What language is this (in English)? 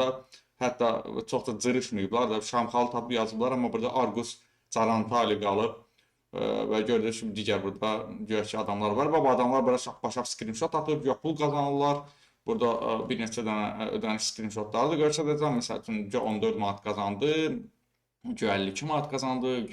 Azerbaijani